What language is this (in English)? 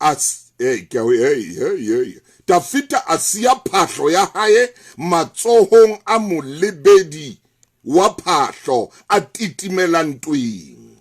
Southern Sotho